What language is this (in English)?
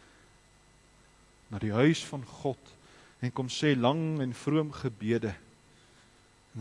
Afrikaans